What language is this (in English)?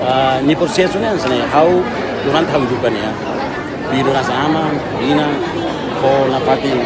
Tetum